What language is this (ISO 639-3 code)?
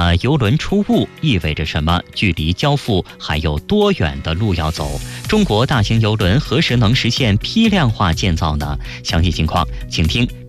zho